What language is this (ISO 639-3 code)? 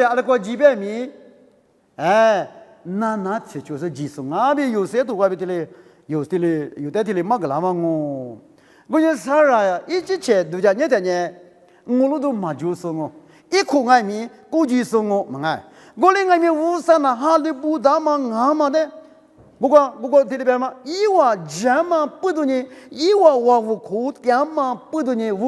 lis